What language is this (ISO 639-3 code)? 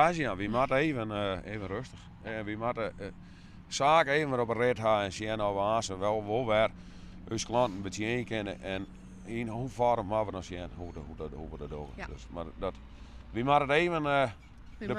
fry